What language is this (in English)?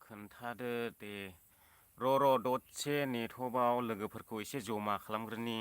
Bodo